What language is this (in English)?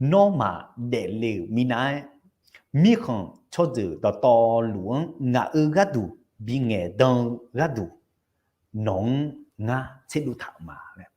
Akha